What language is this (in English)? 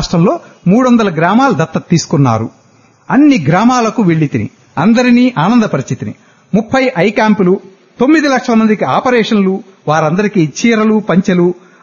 Telugu